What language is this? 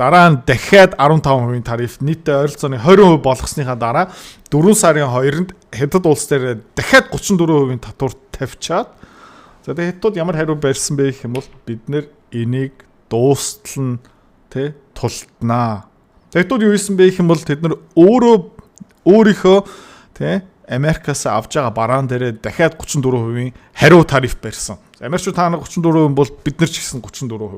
Mongolian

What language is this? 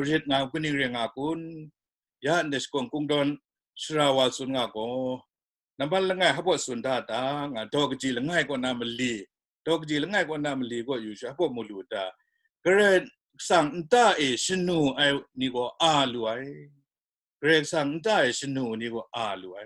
Kachin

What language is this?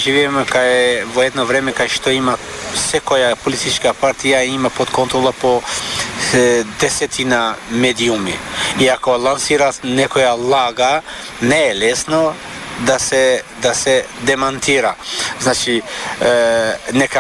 Macedonian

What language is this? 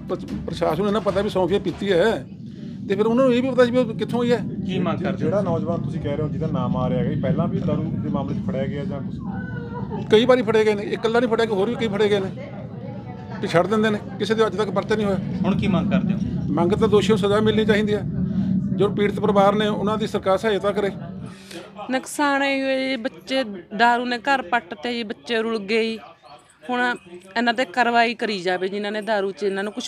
Punjabi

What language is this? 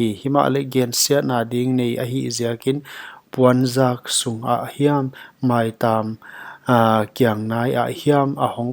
Paite Chin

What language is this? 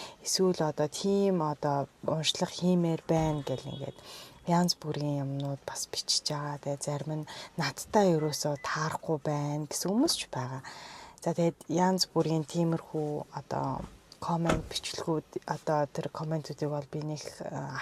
Mongolian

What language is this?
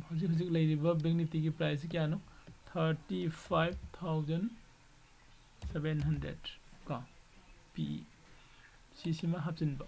Manipuri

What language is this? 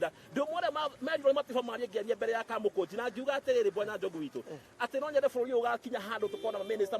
Kikuyu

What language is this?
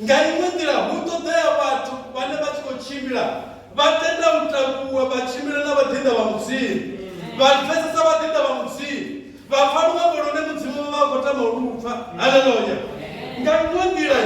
Venda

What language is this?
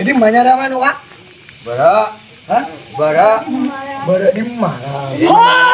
Madurese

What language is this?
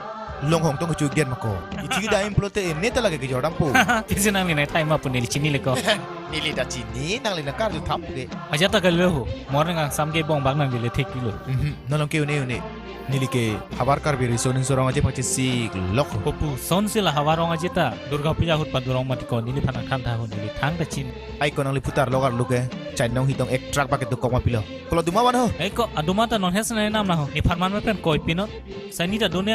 Karbi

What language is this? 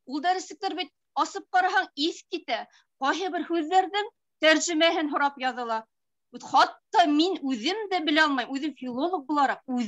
Bashkir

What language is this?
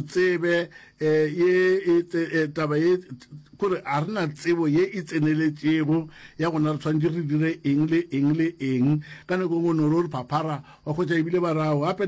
Northern Sotho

